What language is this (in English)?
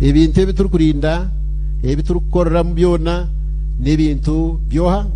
Nyankole